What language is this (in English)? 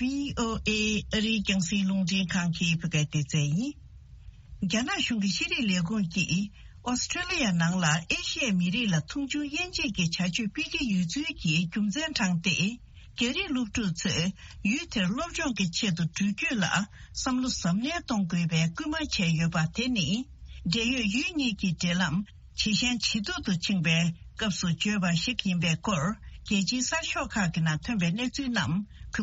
Tibetan